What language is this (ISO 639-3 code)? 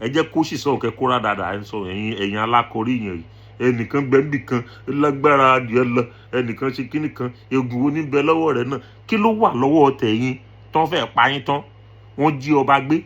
yor